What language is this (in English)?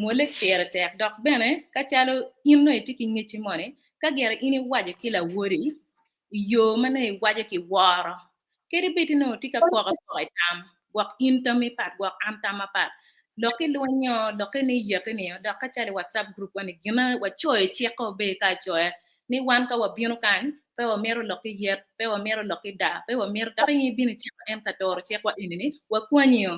Acoli